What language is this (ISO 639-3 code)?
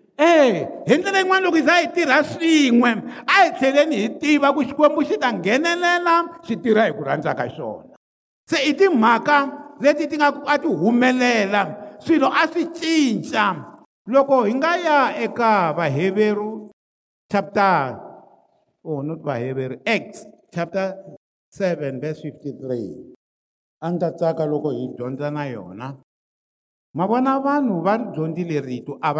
tso